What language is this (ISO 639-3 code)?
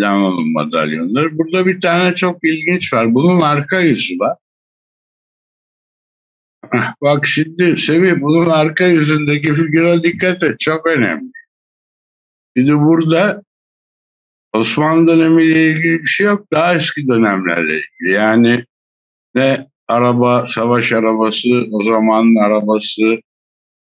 tur